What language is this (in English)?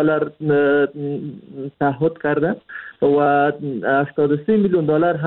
Persian